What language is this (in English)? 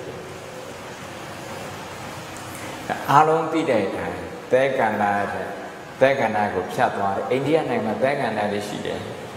Burmese